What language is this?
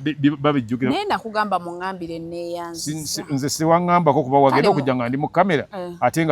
Ganda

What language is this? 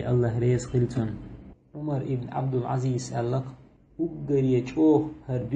Chechen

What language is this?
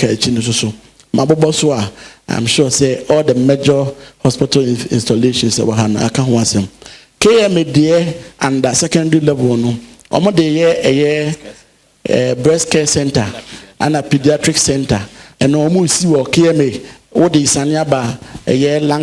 Akan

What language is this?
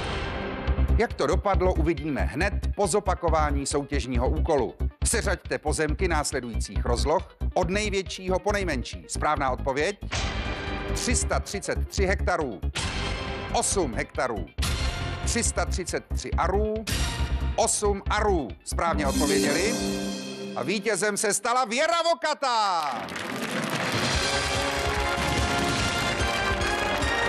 Czech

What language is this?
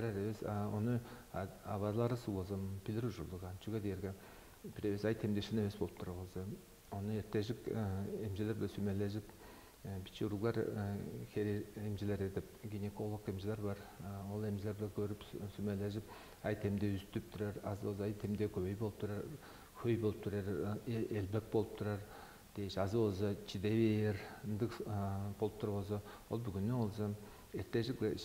Tuvinian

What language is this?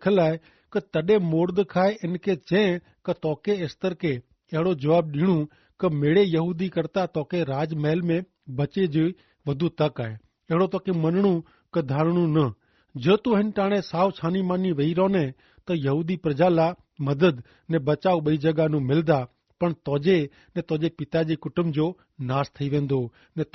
Kachhi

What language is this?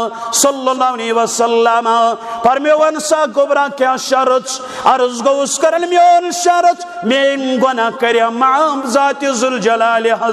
Kashmiri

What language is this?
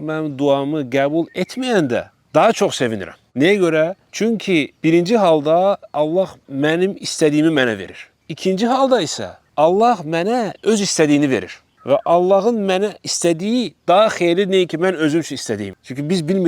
Azerbaijani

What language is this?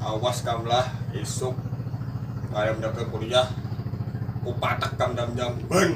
Banjar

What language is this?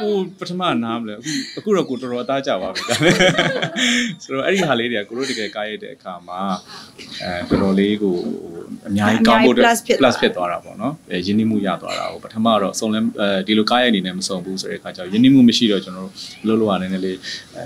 Burmese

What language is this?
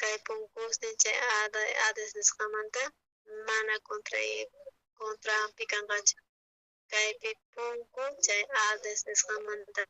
South Bolivian Quechua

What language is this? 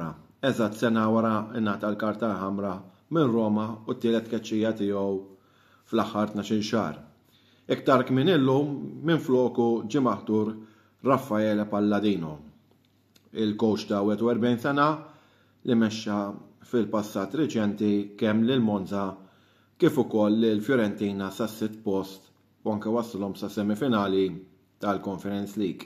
Maltese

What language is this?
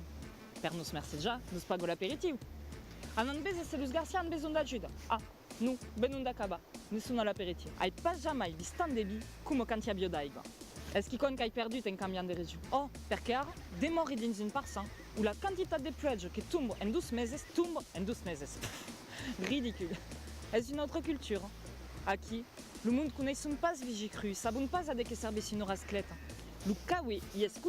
Occitan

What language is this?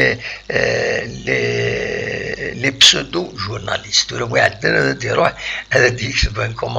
Kabyle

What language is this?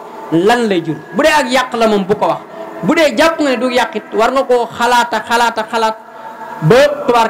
Wolof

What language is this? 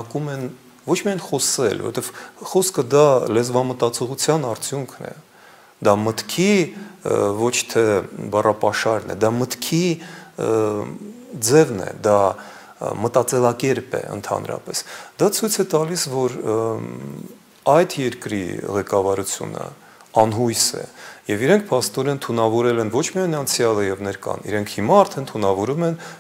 Armenian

